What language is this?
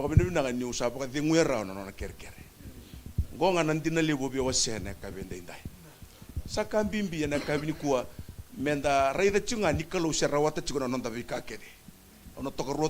Fijian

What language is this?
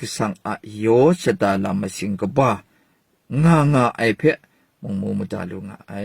Kachin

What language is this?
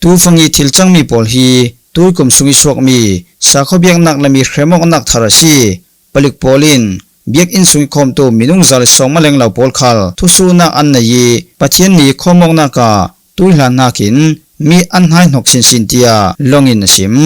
Falam Chin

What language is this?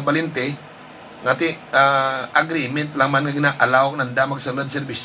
Hiligaynon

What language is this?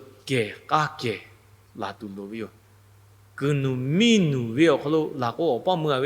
Lahu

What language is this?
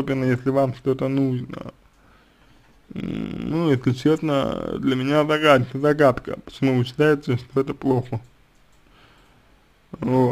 Russian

